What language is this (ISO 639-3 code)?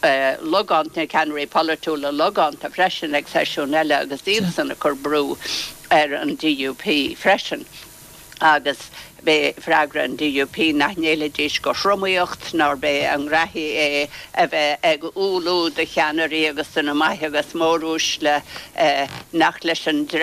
gle